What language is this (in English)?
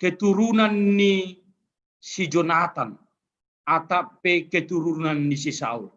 Batak Simalungun